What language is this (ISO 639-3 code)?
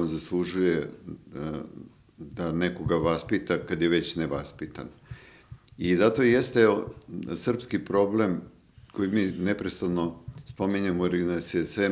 srp